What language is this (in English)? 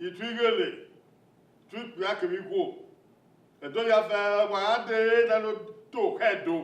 Bini